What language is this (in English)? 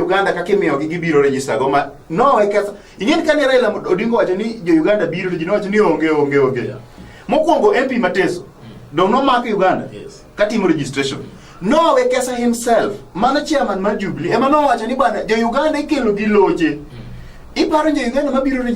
Luo (Kenya and Tanzania)